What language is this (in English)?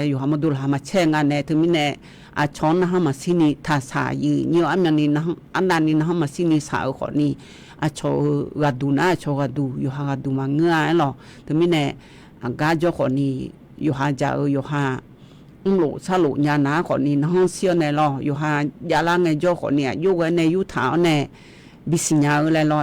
Akha